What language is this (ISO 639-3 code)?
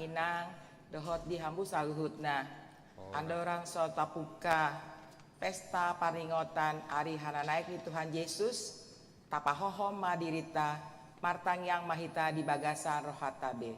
bbc